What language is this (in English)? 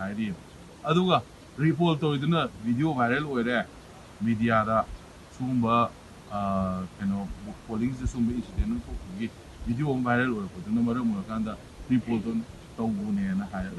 Manipuri